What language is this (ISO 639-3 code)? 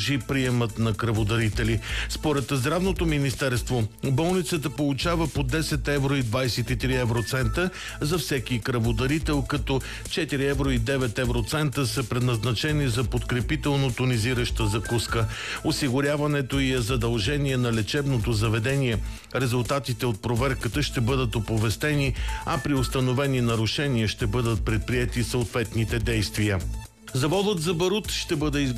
bul